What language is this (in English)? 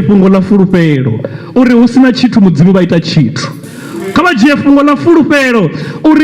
Venda